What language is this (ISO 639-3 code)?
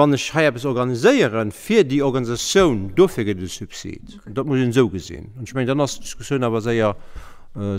ltz